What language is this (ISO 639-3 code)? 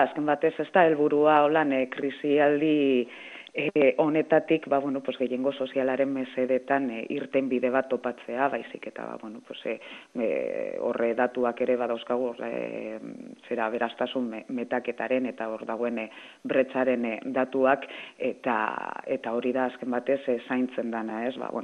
eus